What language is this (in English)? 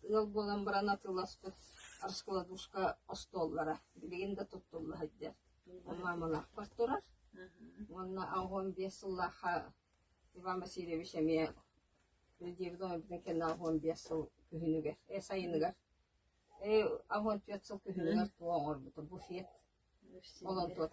Yakut